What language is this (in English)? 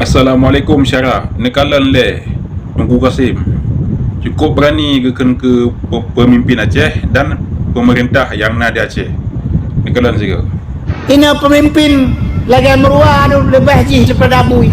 Achinese